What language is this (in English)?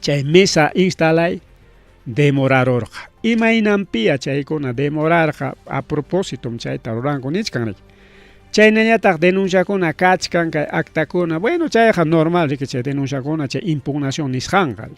Ayacucho Quechua